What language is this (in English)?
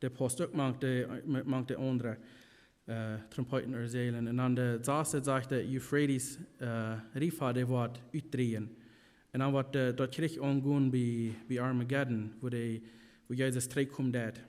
Plautdietsch